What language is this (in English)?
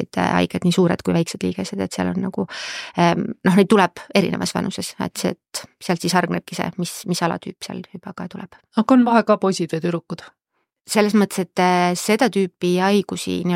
Estonian